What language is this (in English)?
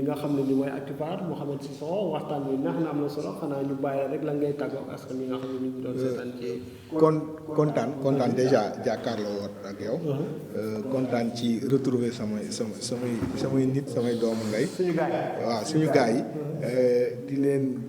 Wolof